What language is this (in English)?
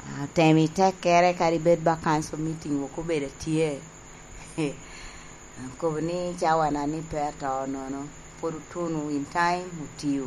Lango (Uganda)